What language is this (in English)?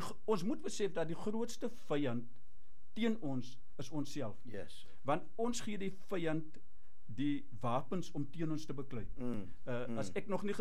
Afrikaans